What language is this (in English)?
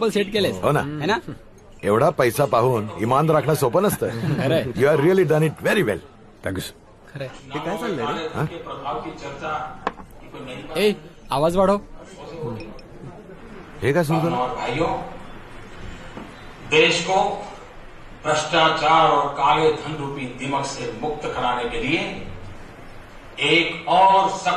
Marathi